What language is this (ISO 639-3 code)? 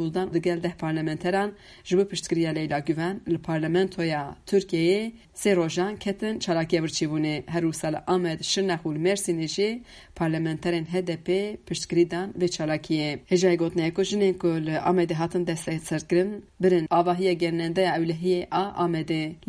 kur